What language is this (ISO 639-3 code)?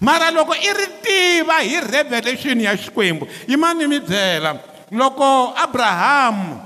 tso